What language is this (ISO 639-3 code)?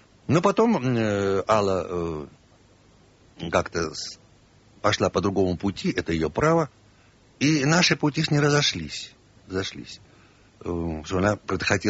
rus